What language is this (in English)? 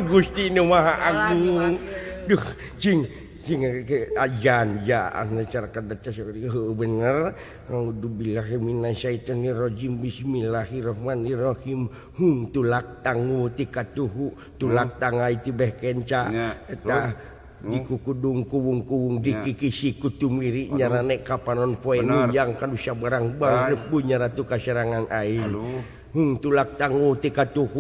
Sundanese